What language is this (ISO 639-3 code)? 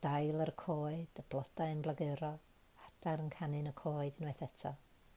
cym